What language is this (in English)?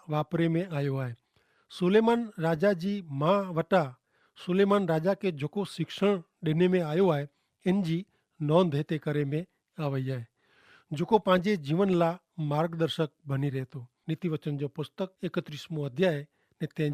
Kachhi